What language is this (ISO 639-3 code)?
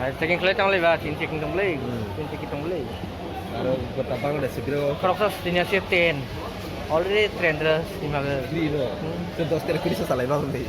trp